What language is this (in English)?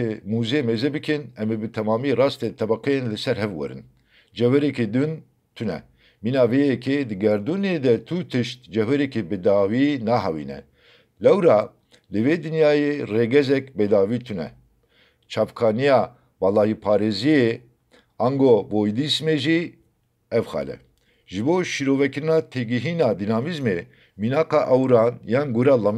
Kurdish